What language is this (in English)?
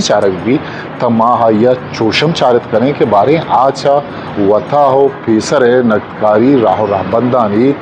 Eastern Balochi